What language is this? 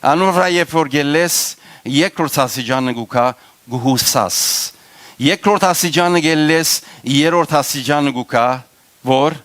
Western Armenian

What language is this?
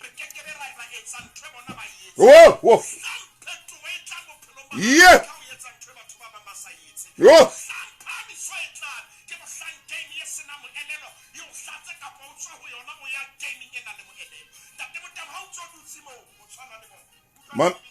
Southern Sotho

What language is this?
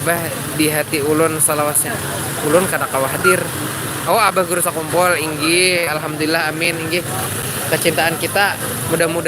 Banjar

